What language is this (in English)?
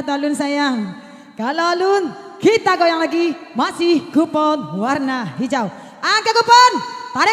Minangkabau